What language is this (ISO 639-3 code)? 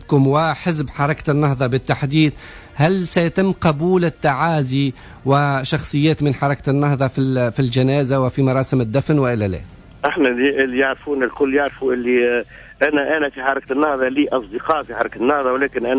aeb